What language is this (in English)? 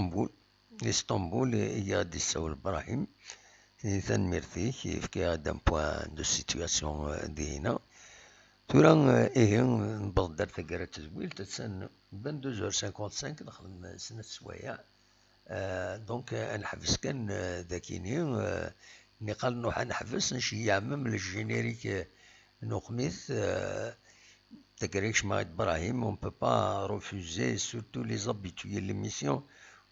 Kabyle